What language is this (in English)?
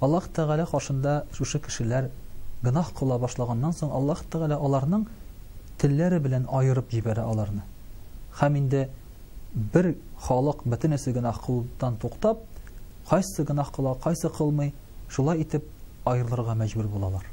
Tatar